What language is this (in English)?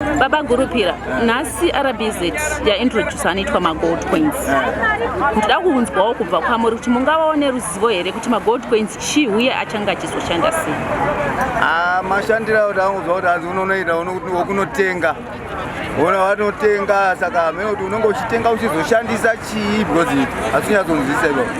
Shona